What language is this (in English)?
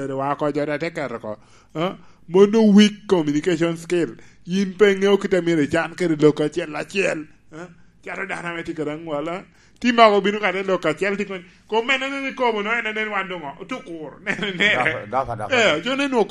Lango (Uganda)